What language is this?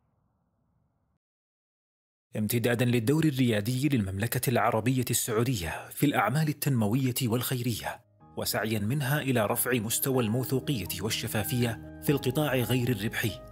Arabic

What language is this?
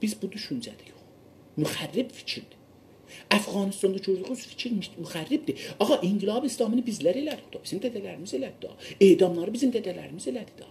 South Azerbaijani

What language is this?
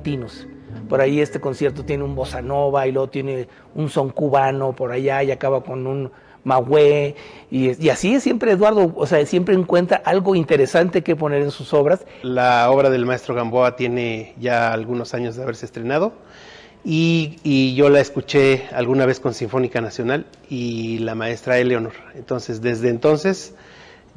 Spanish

